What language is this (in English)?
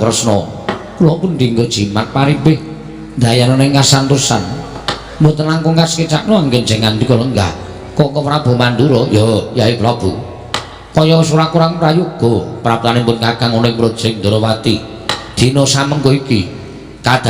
Javanese